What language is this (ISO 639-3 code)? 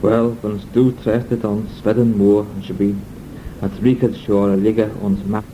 glv